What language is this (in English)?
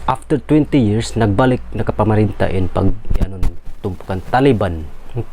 Tausug